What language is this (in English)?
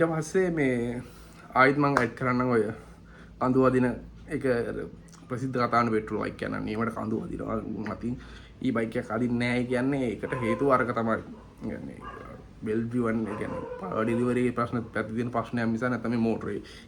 Sinhala